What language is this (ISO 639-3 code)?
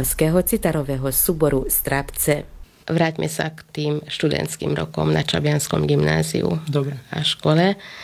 slk